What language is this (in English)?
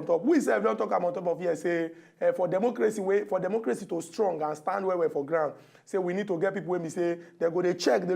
Nigerian Pidgin